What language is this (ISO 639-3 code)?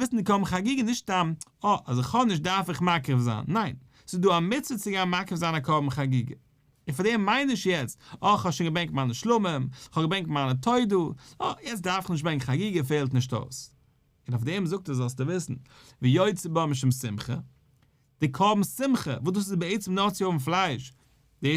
yid